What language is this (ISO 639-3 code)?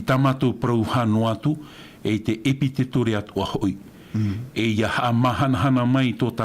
tah